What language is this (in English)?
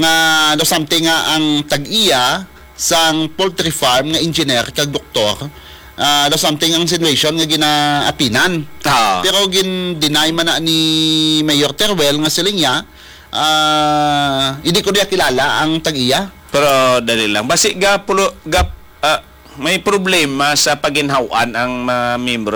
Hiligaynon